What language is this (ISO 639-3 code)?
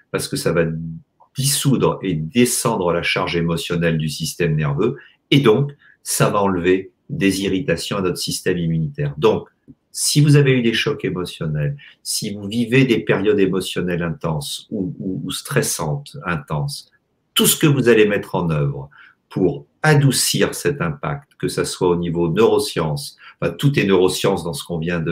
fra